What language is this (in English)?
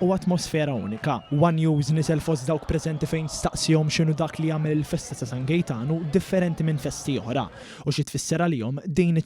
Maltese